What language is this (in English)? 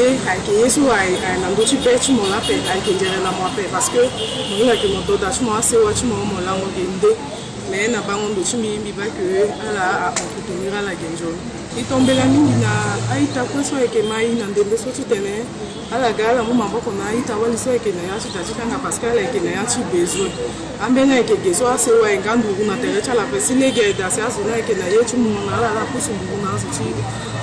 Sango